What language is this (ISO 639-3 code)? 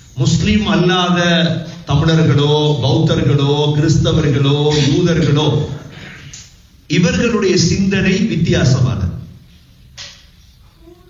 tam